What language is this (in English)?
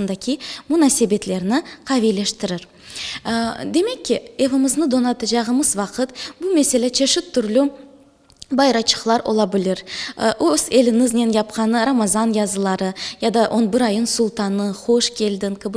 Crimean Tatar